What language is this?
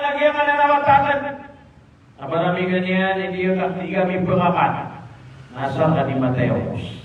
Maranao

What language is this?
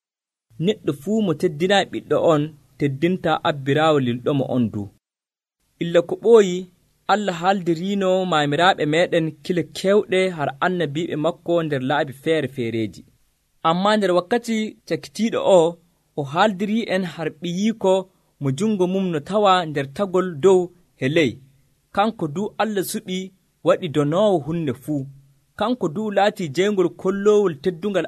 Nigerian Fulfulde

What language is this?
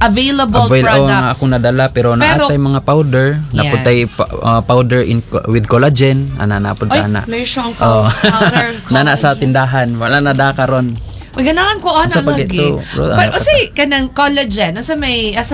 Cebuano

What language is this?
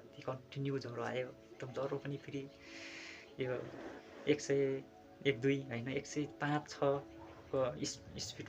Nepali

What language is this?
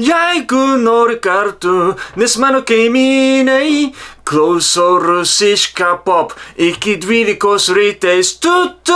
Latvian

